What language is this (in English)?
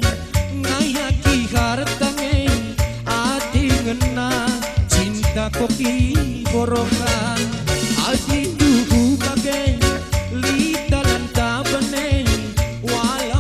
Batak Karo